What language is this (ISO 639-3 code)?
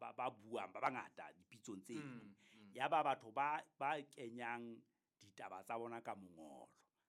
sot